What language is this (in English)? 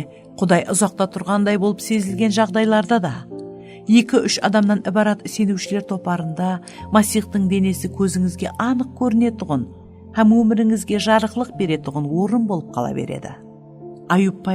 Kara-Kalpak